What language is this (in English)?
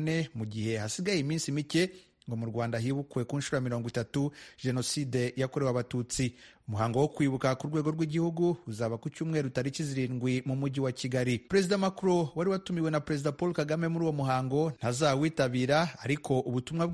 Kinyarwanda